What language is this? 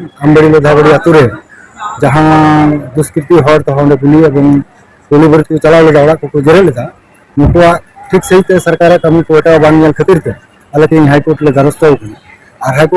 Santali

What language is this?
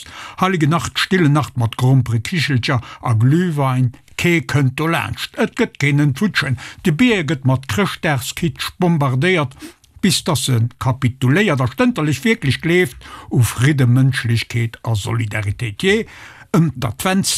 Luxembourgish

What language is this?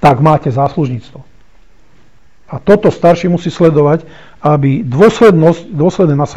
Slovak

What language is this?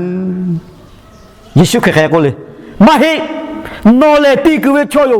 Lahu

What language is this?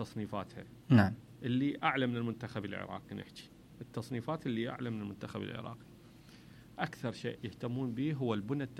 Mesopotamian Arabic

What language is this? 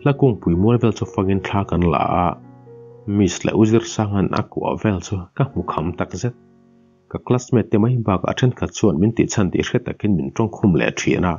Mizo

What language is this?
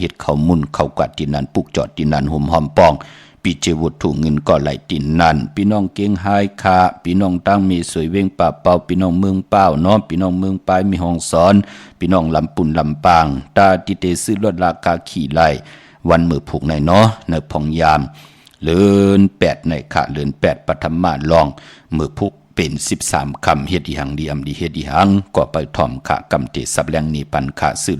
Shan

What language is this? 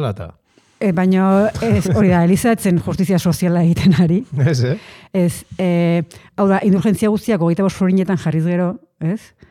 Basque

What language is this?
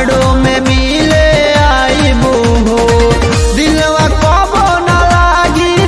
Bhojpuri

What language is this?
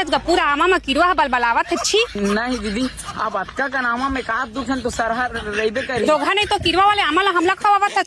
Chhattisgarhi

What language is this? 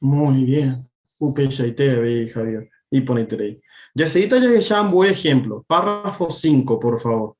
Guarani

